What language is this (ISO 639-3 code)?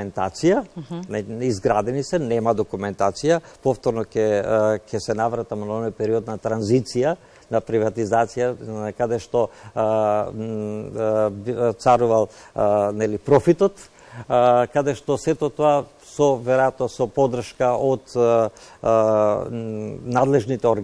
mkd